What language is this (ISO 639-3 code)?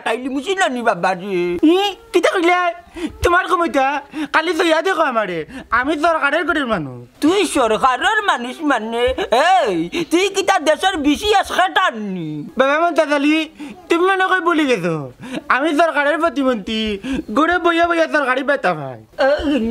syl